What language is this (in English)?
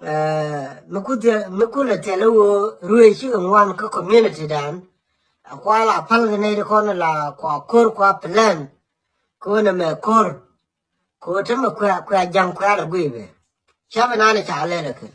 Nuer